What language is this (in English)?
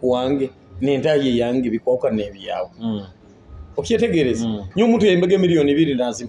Nyoro